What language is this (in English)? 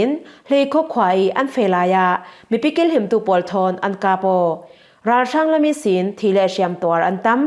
Falam Chin